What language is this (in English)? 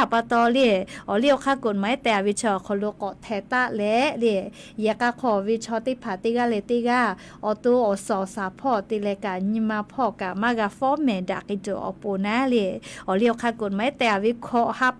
Lahu